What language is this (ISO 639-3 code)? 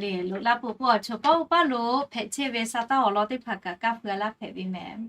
lhu